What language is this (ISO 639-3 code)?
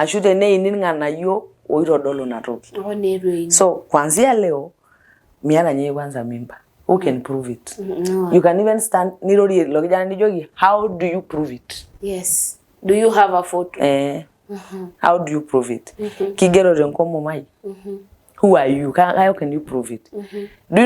mas